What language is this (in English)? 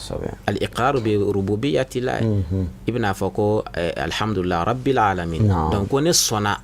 Bambara